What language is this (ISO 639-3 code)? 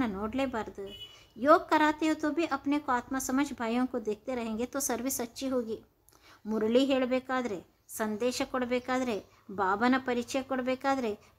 kan